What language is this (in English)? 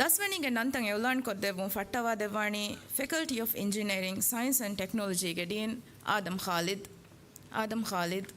Divehi